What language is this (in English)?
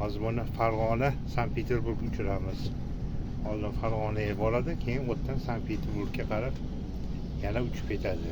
Uzbek